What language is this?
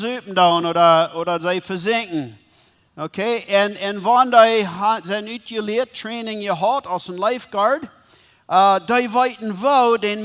Plautdietsch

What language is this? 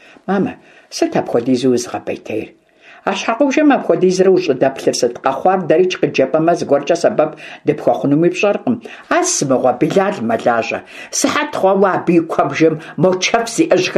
Kabardian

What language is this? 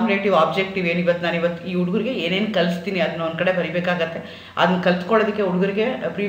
Kannada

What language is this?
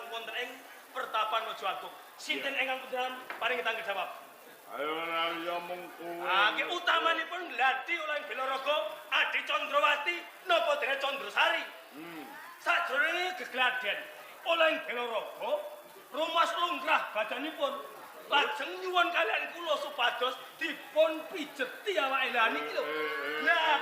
Javanese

